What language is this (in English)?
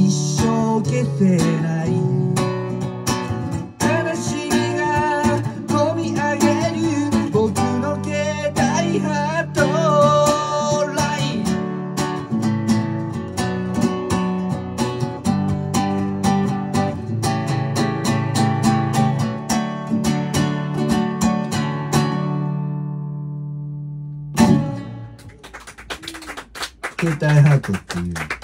Japanese